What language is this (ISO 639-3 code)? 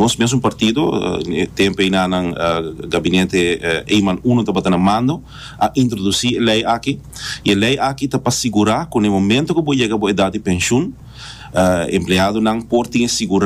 pap